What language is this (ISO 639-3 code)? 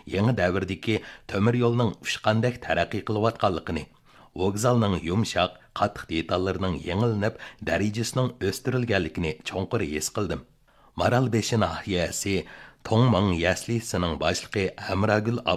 uig